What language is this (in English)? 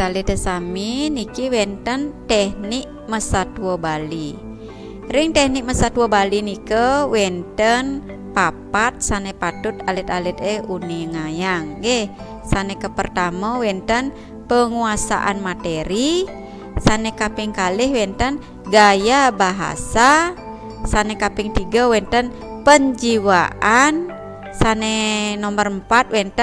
Balinese